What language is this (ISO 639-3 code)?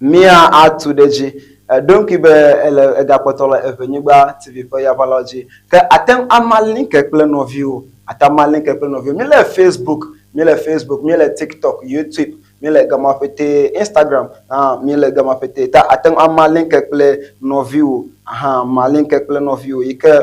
ewe